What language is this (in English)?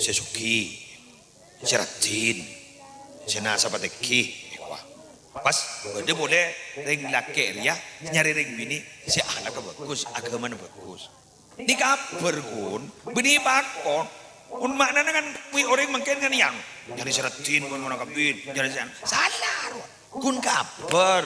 Madurese